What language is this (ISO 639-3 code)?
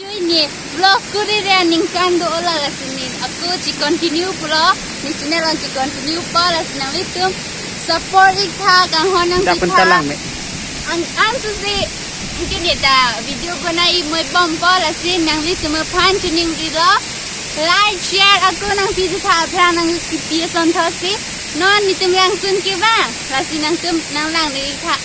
mjw